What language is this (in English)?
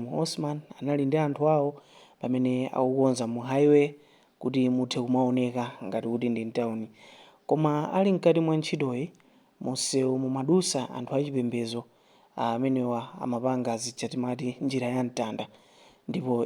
Nyanja